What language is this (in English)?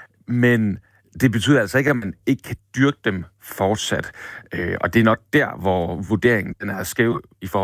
Danish